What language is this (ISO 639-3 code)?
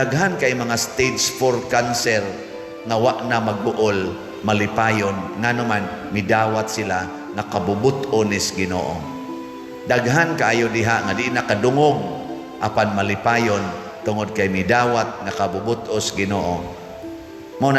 ceb